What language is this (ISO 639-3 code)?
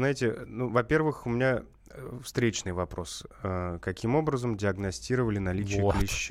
rus